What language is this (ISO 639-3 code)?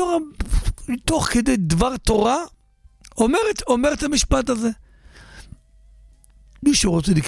heb